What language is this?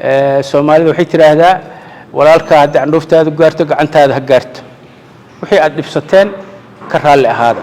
Somali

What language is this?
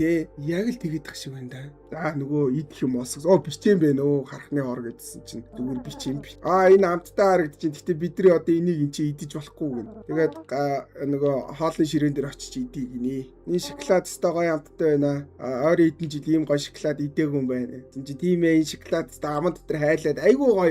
Mongolian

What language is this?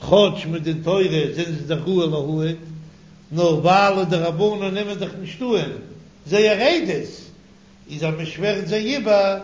Yiddish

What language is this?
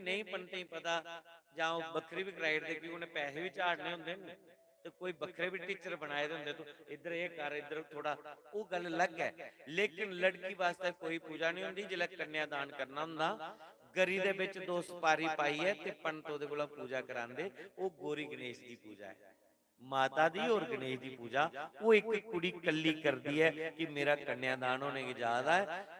Dogri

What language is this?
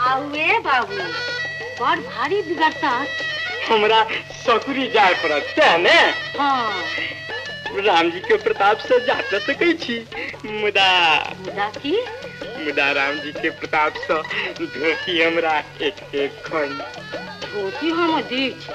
Maithili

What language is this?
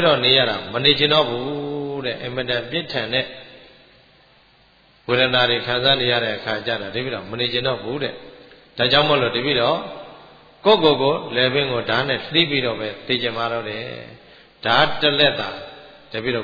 Burmese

